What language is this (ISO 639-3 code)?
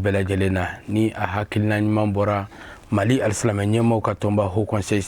bam